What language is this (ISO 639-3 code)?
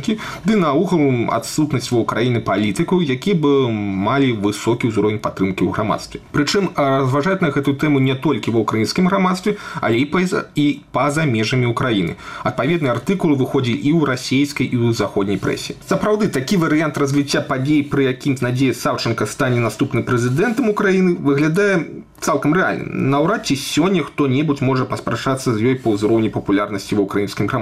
bel